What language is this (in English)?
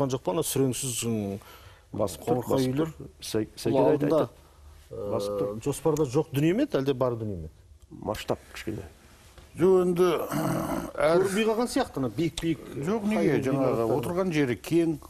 Kazakh